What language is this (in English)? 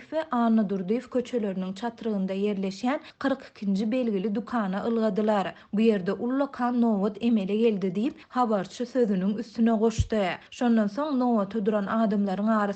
Turkmen